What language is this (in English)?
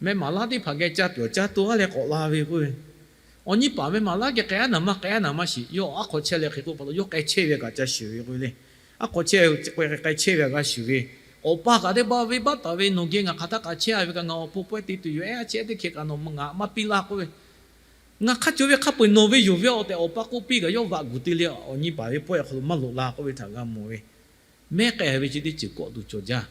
Lahu